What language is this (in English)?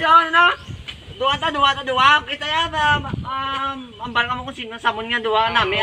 Hiligaynon